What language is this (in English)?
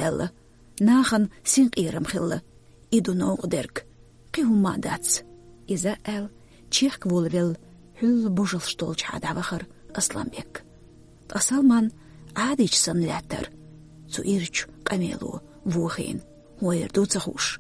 Chechen